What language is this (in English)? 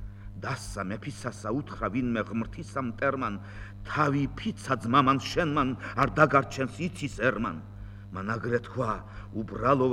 Georgian